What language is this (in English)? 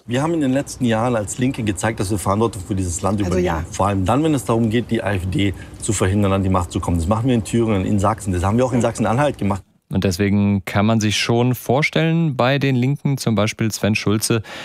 German